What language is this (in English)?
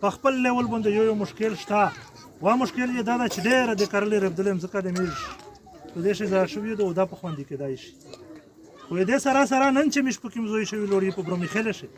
Pashto